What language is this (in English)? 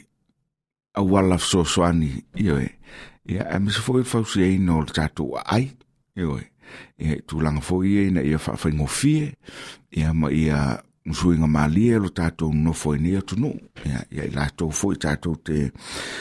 Samoan